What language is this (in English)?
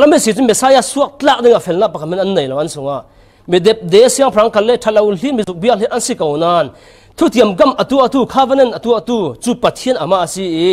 Falam Chin